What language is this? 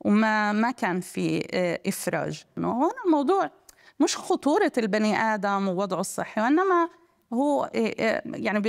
North Levantine Arabic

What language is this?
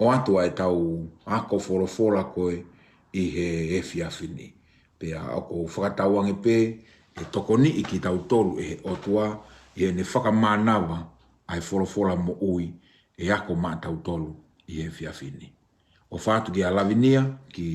Tongan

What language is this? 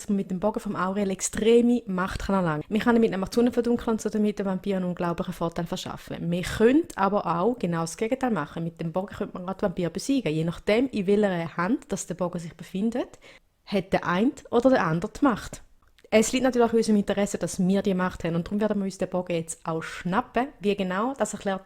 Swiss German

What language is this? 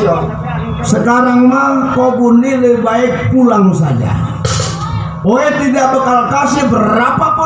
Betawi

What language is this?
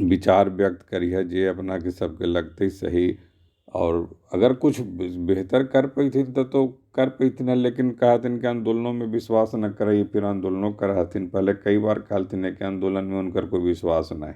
Magahi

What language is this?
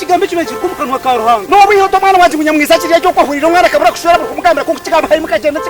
Nyankole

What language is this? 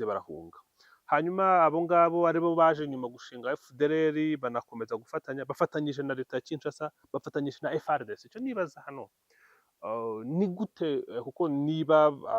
Kinyarwanda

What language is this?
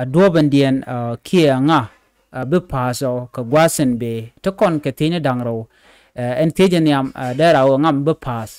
Nuer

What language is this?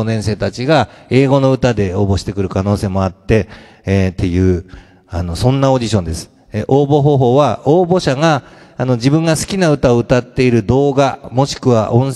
Japanese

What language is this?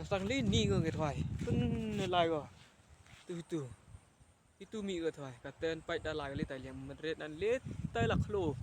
Khasi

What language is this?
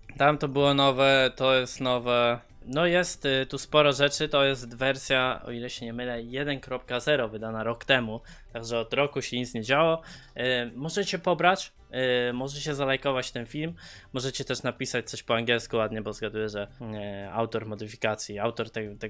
Polish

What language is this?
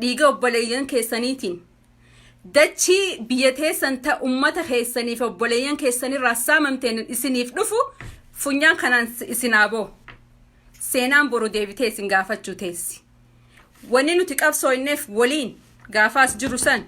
Oromo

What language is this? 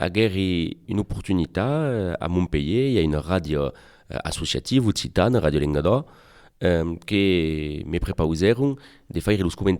Occitan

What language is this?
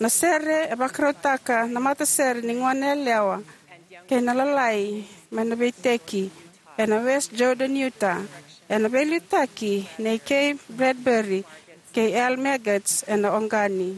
Fijian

